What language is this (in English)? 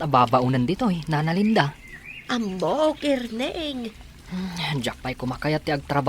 Iloko